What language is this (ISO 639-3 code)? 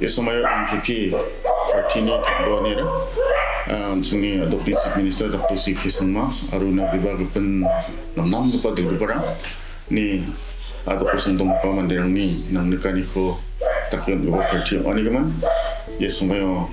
grt